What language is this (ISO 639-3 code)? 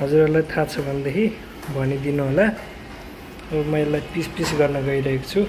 nep